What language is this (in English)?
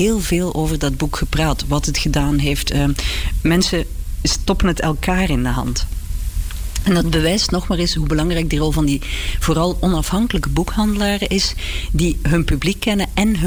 Dutch